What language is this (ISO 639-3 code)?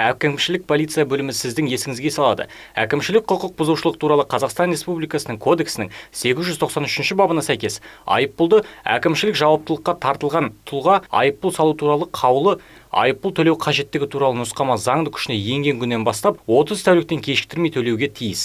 kaz